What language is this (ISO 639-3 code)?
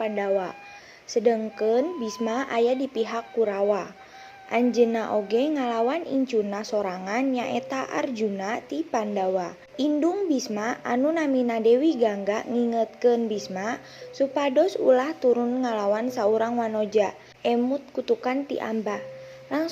sun